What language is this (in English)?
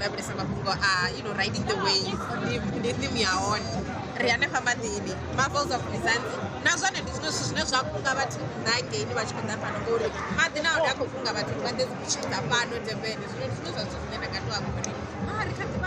Venda